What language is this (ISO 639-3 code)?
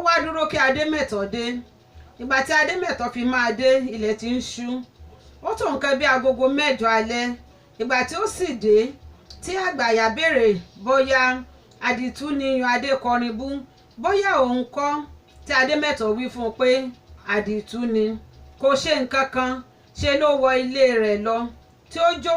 yor